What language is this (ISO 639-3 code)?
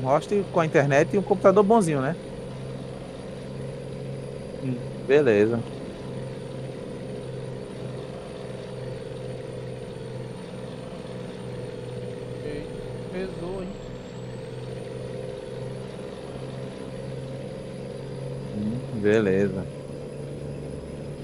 por